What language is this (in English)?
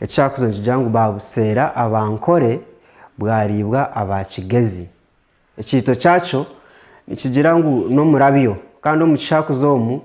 Nyankole